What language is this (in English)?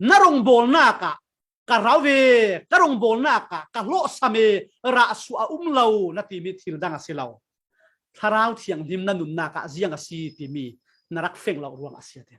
Falam Chin